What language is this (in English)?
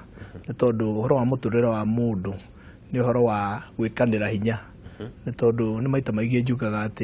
Kikuyu